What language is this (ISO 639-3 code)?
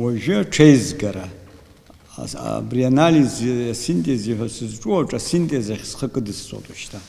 abk